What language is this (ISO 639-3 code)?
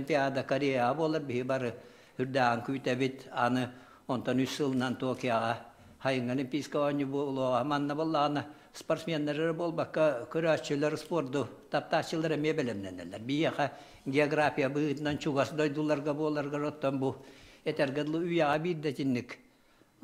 sah